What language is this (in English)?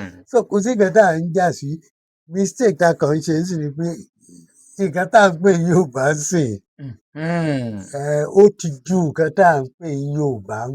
Yoruba